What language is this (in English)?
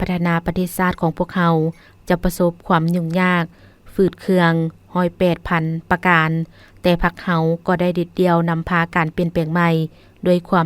Lao